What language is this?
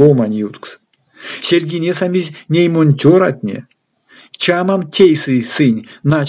Erzya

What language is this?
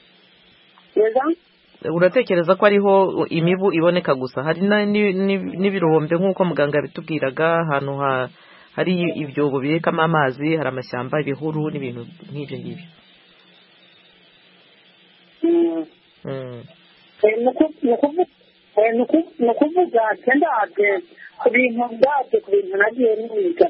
Kinyarwanda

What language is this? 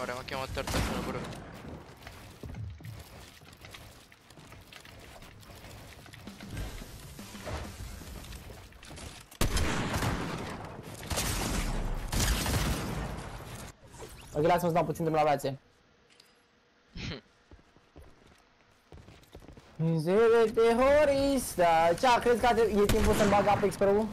Romanian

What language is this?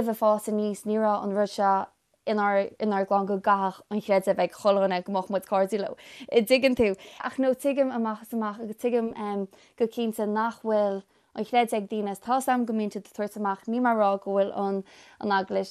Irish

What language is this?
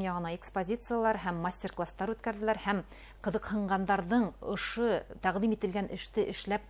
Bashkir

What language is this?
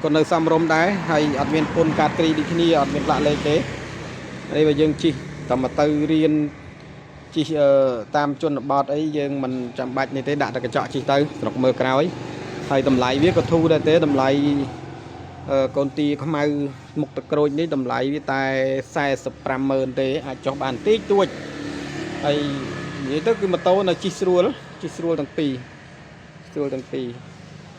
Khmer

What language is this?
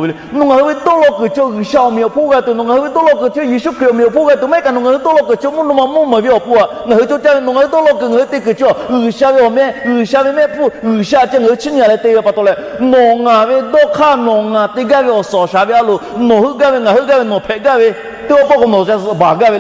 Lahu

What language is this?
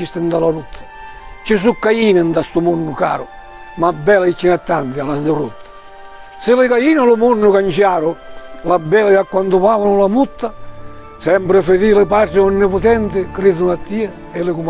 Sicilian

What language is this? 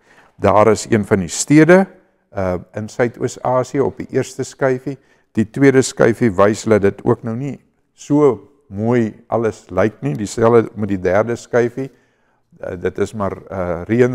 Afrikaans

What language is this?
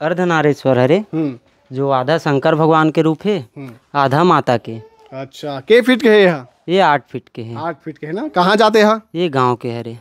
Chhattisgarhi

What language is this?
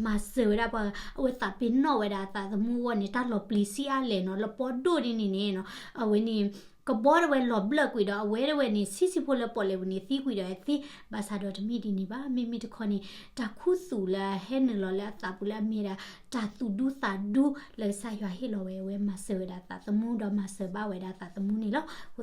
S'gaw Karen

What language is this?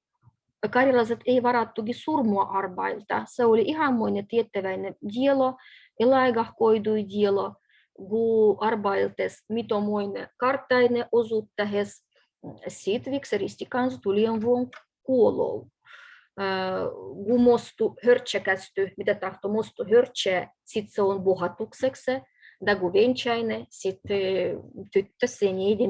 Livvi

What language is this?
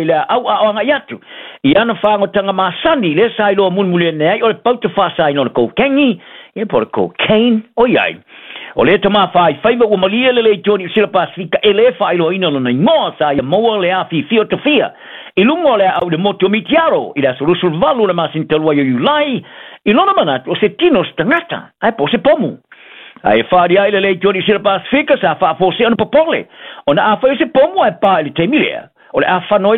Samoan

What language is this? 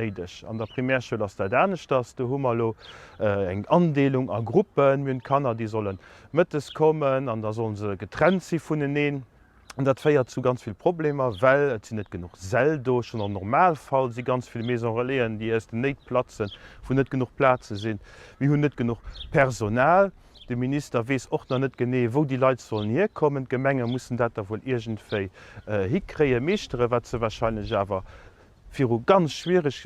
Luxembourgish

